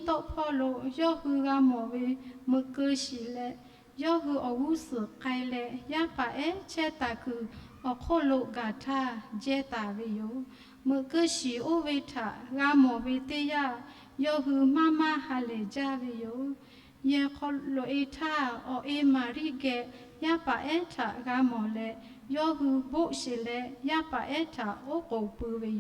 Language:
Lahu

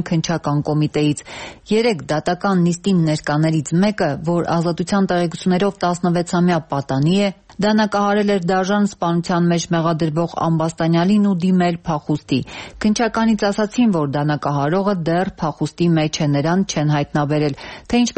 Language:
Armenian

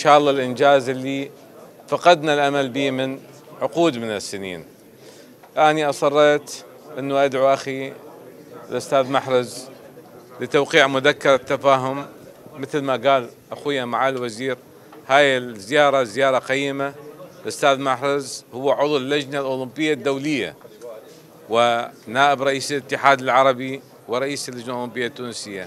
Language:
Mesopotamian Arabic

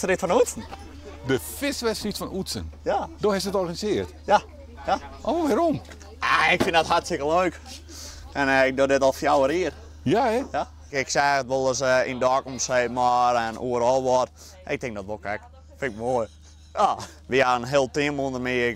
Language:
Western Frisian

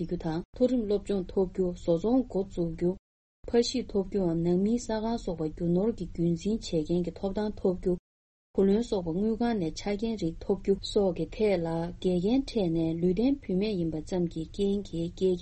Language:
Tibetan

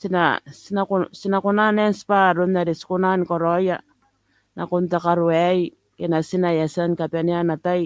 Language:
Gilbertese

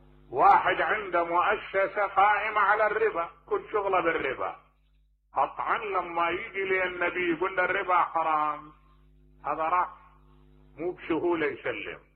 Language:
Mesopotamian Arabic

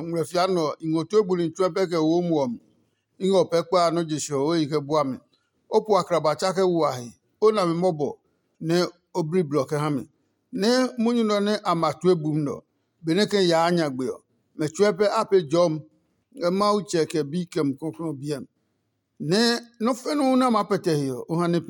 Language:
Adangme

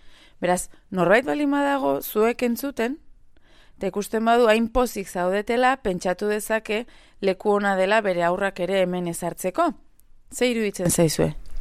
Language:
Basque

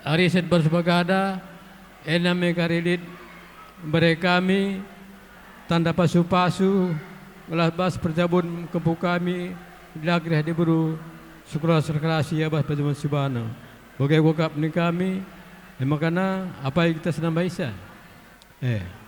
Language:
Batak Karo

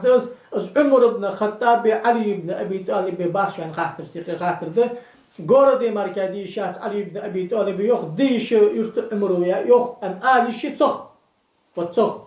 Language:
Ingush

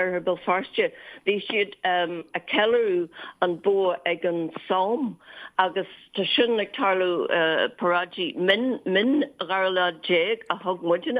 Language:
Irish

